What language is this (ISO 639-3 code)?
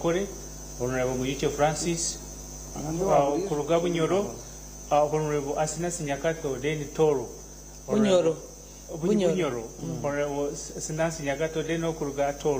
nyn